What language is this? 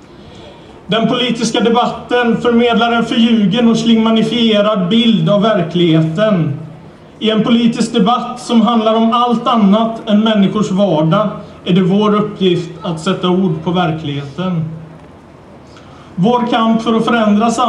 Swedish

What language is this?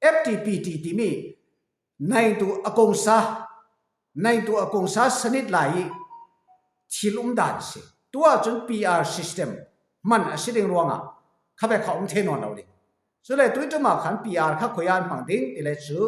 Falam Chin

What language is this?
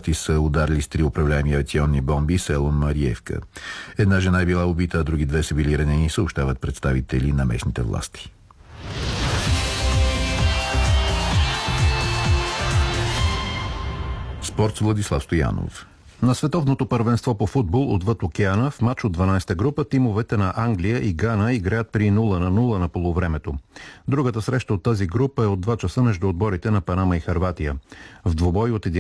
Bulgarian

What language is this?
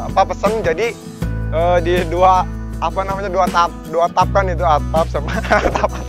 Indonesian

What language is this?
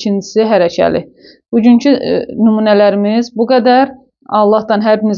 Azerbaijani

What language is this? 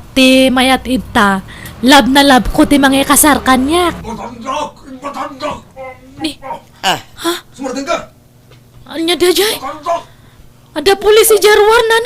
Iloko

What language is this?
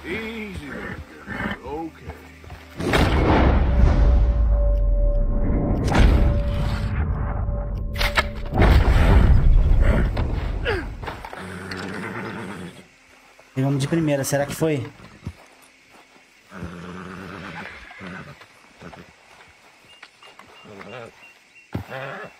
Portuguese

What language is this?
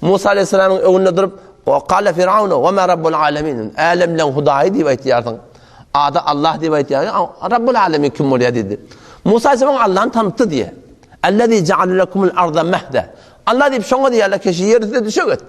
Turkmen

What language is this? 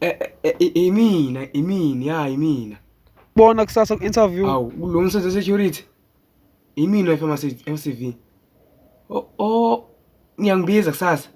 Zulu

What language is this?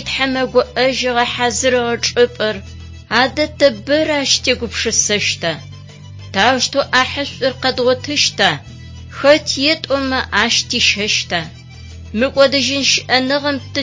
Adyghe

